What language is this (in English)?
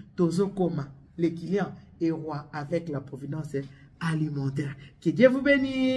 Lingala